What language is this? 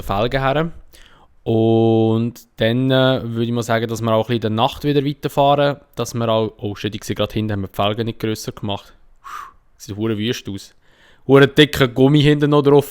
Swiss German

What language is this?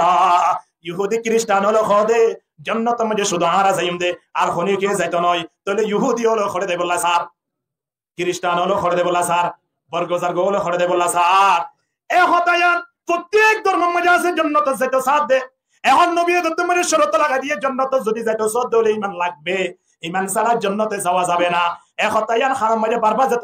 Rohingya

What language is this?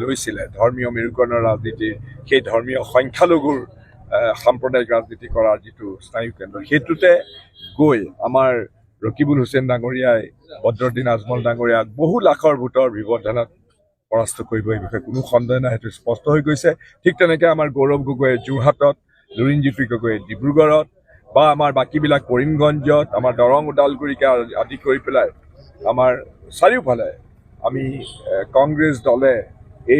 Assamese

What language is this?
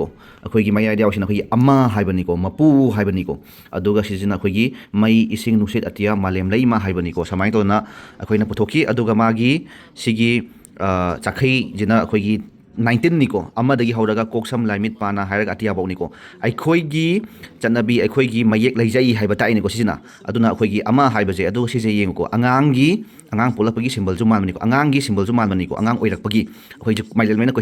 Manipuri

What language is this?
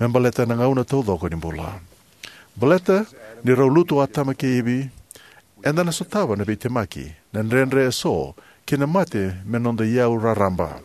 Fijian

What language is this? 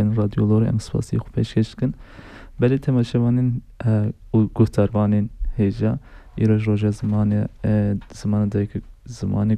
Kurdish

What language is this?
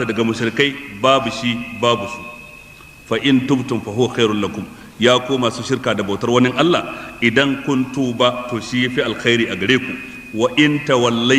Hausa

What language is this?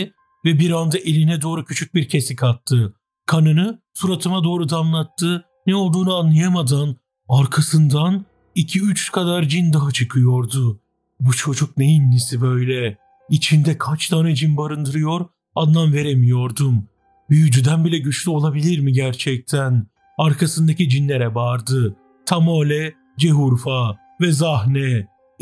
Turkish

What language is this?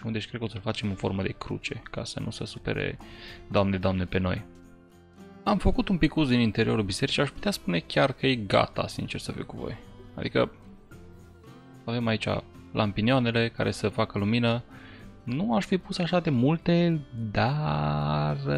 Romanian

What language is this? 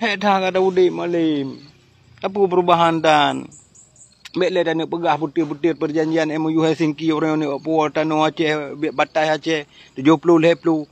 Achinese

